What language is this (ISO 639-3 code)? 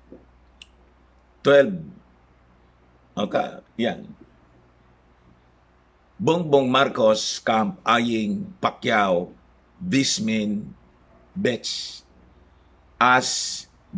fil